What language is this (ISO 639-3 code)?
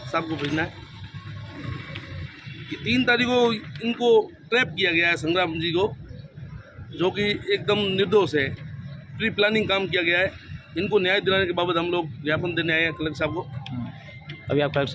hin